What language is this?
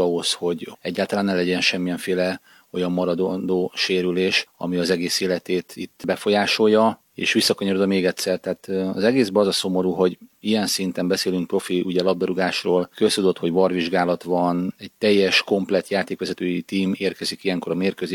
Hungarian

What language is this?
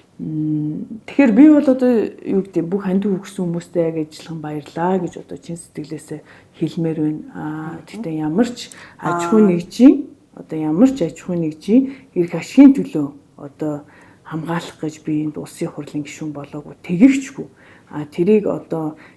Mongolian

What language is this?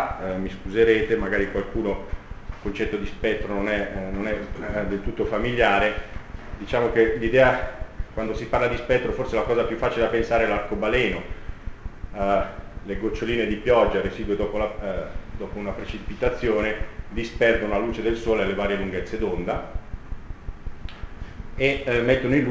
Italian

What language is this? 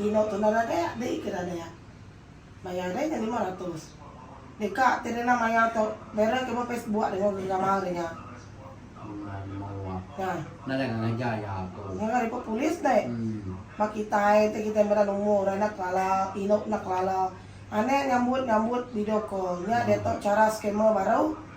Iban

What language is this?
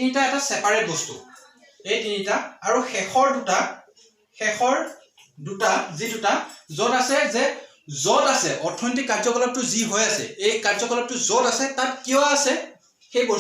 Assamese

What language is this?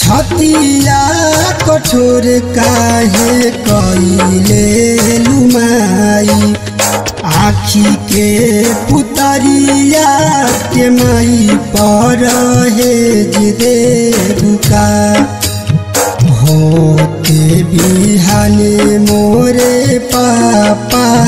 Bhojpuri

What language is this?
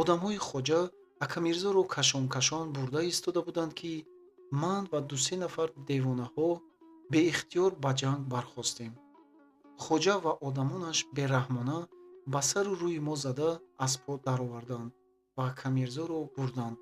Tajik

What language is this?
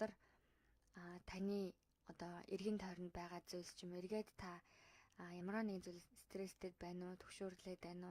Mongolian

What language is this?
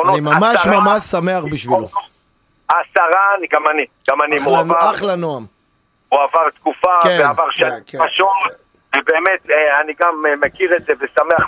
Hebrew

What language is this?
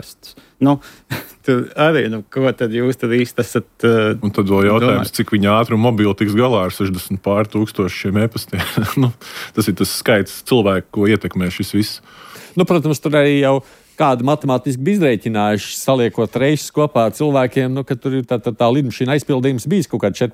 Latvian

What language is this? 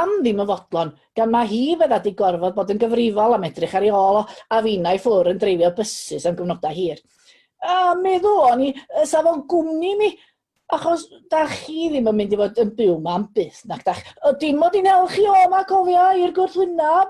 Welsh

